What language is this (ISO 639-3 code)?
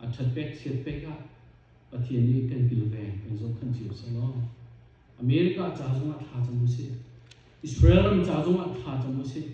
cnh